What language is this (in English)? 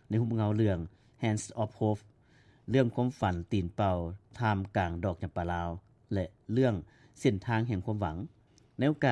Lao